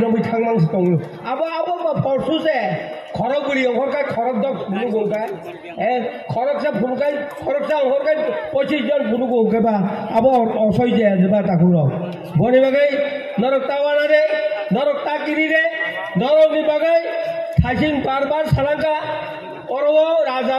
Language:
Kok Borok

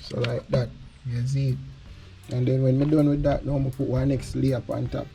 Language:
Jamaican Creole English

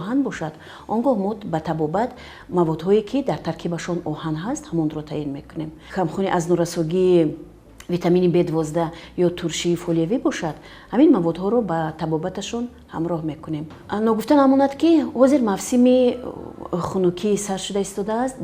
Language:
Tajik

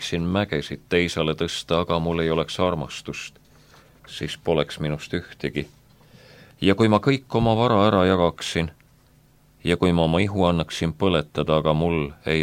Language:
Estonian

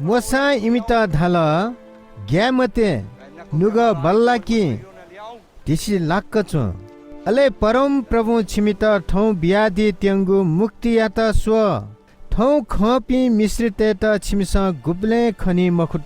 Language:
Newari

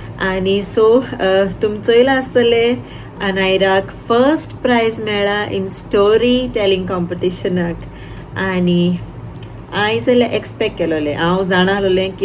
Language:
Konkani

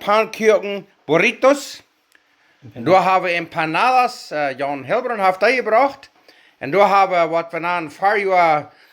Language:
Plautdietsch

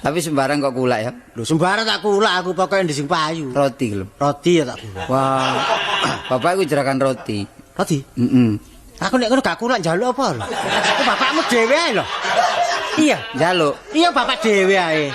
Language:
Javanese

